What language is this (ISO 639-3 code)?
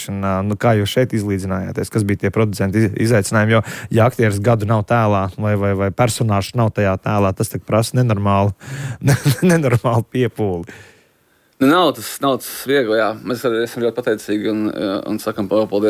lav